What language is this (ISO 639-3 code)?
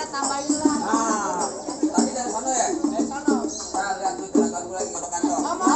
bew